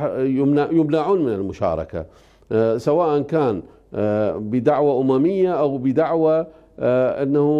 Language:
Mesopotamian Arabic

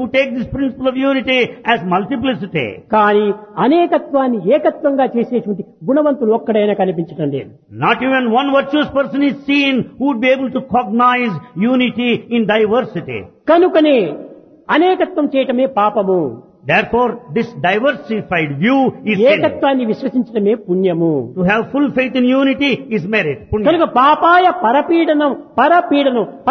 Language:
Telugu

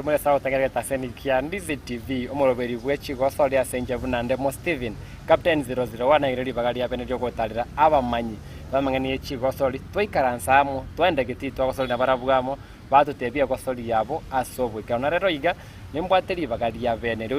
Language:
Gusii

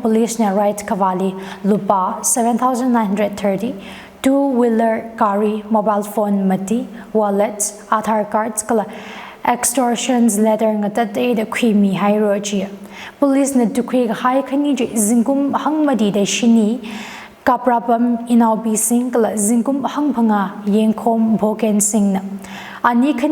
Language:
Tangkhul Naga (India)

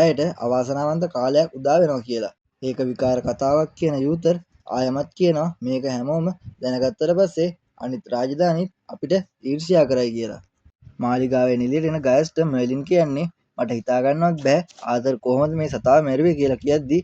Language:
Sinhala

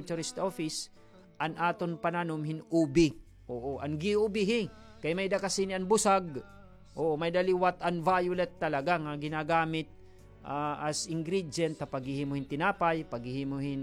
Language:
Waray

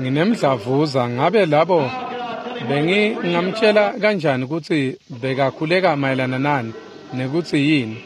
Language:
Swati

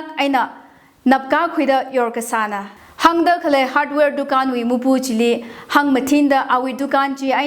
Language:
Tangkhul Naga (India)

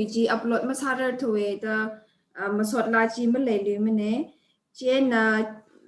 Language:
Tangkhul Naga (India)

